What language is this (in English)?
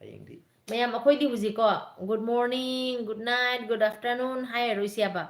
Manipuri